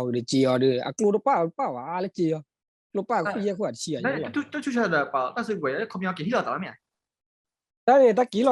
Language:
S'gaw Karen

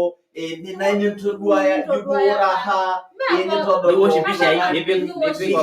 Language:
Masai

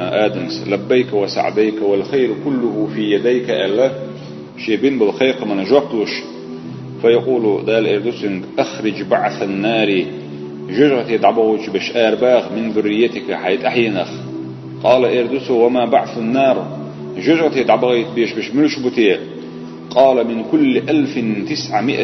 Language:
Chechen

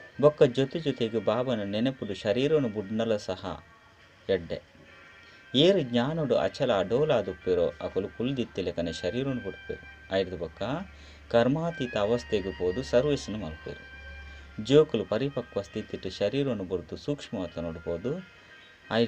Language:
Tulu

